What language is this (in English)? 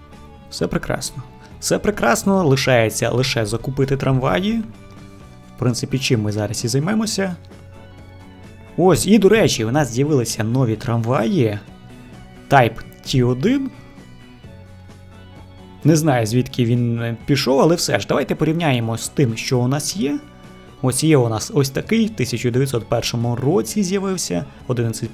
Ukrainian